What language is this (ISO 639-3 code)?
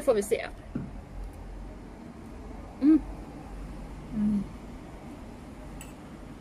swe